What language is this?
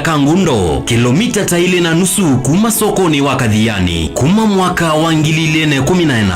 Kamba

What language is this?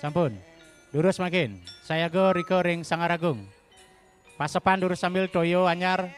Balinese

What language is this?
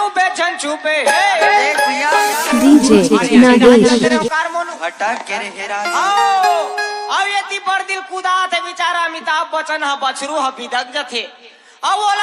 Chhattisgarhi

